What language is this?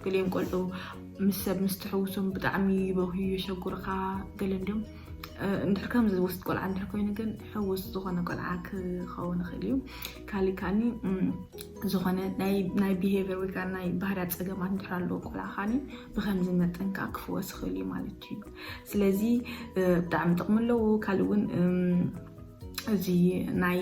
Tigrinya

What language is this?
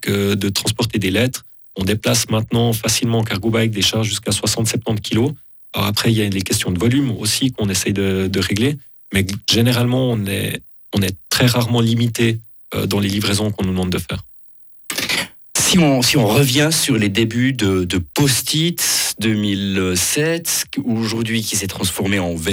French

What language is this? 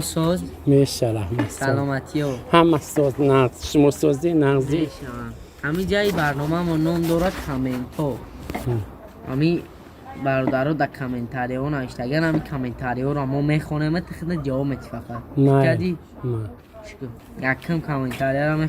Tajik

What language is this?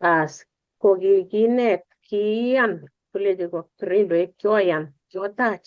Kalenjin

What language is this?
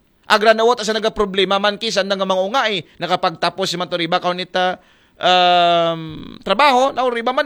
Aklanon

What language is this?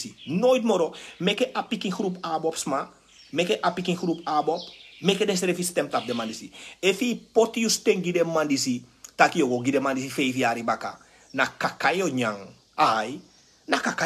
Sranan Tongo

